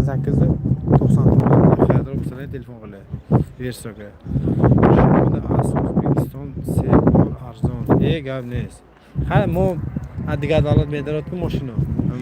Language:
Tajik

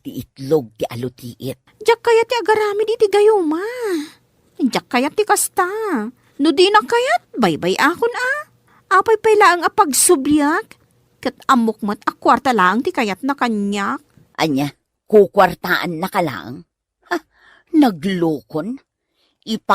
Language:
Iloko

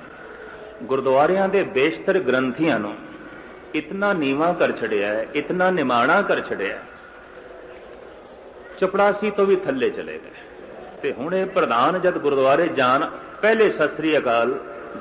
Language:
Punjabi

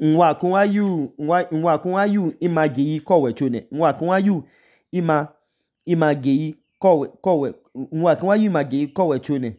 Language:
Idoma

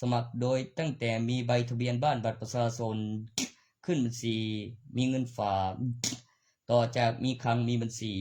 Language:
Lao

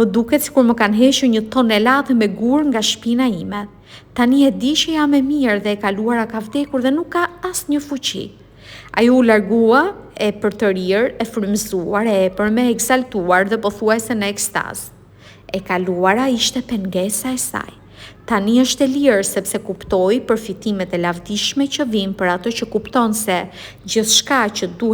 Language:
Albanian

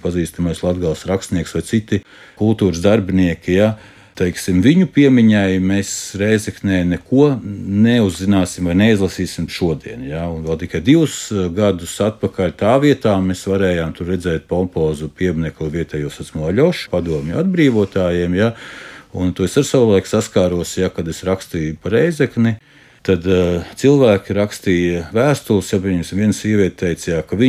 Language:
Latvian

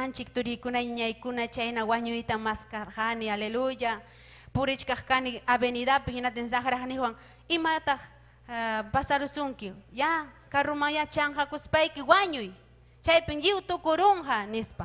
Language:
Ayacucho Quechua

